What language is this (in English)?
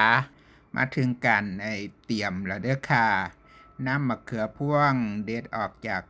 Northeastern Thai